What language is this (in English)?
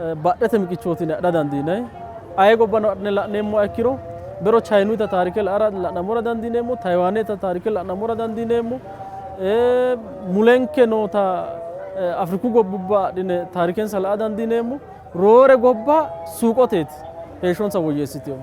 Sidamo